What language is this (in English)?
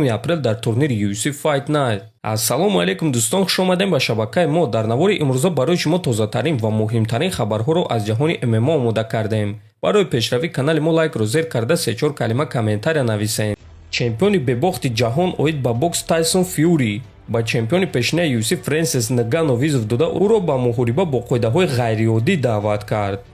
Tajik